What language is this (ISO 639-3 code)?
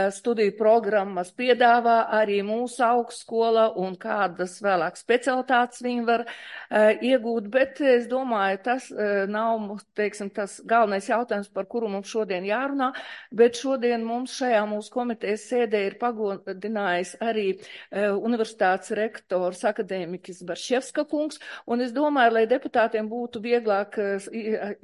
lav